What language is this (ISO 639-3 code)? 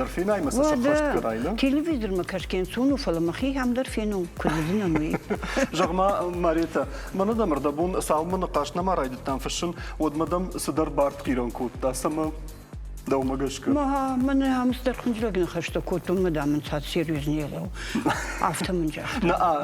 oss